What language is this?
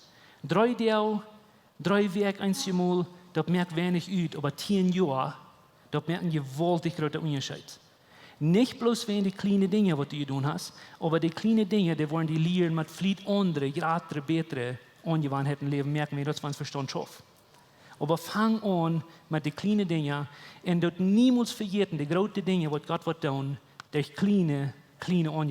Plautdietsch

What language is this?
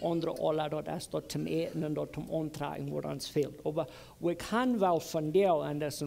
Plautdietsch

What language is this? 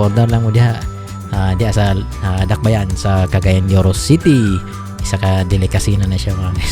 Cebuano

